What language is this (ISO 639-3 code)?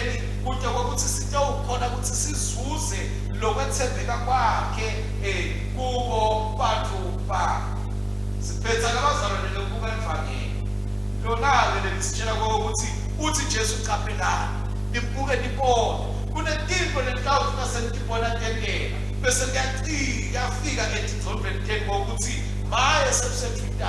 ssw